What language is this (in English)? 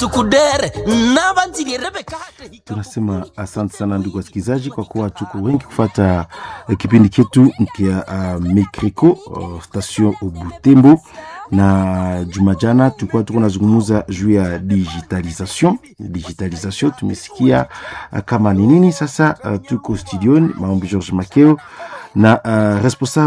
Swahili